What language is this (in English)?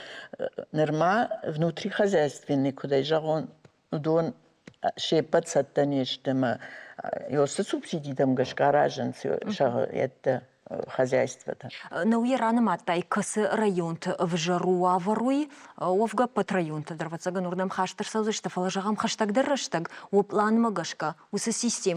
Ossetic